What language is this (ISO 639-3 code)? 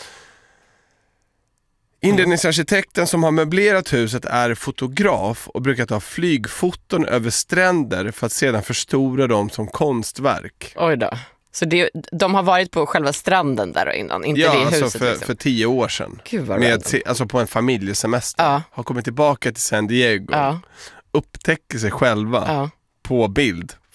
swe